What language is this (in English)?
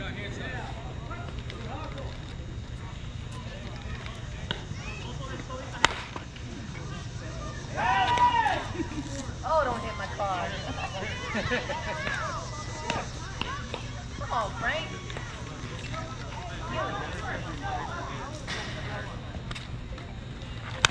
English